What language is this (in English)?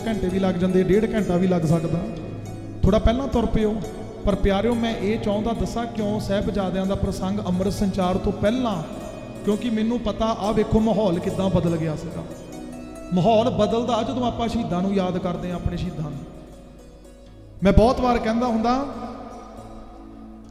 Punjabi